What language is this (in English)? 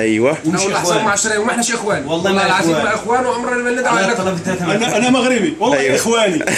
Egyptian Arabic